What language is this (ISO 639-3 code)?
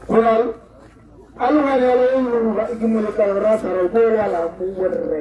tsn